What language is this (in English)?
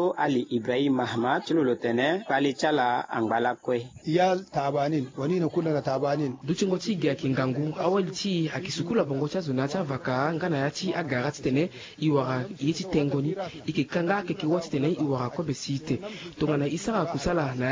Sango